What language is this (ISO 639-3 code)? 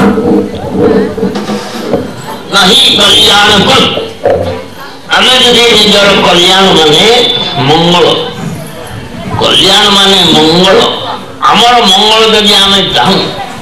ori